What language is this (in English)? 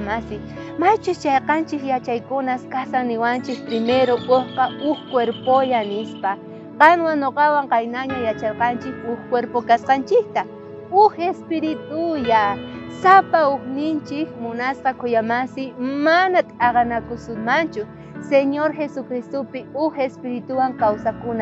South Bolivian Quechua